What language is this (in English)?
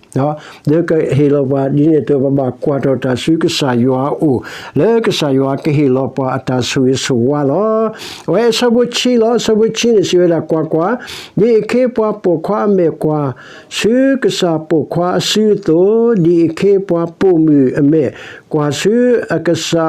S'gaw Karen